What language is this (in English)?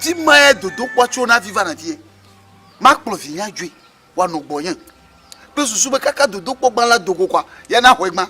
Ewe